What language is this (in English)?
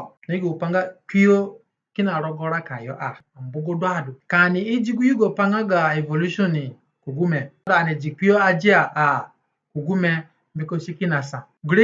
Zande (individual language)